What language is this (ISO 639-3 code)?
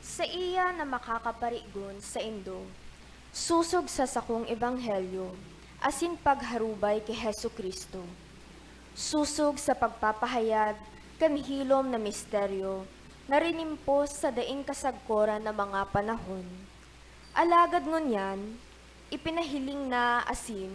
bik